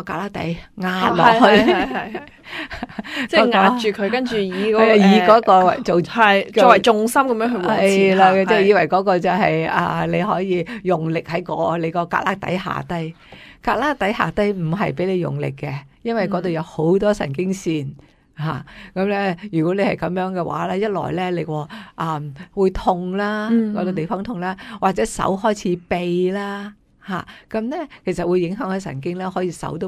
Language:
Cantonese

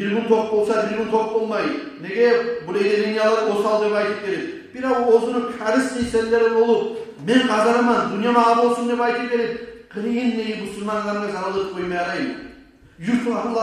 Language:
Kumyk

